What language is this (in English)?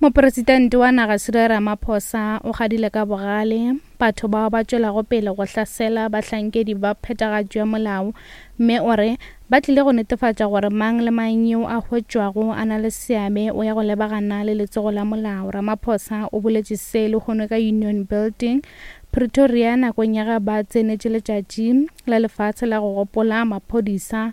Northern Sotho